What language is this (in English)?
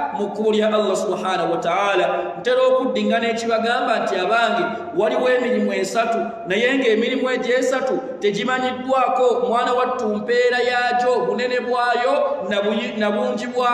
Ganda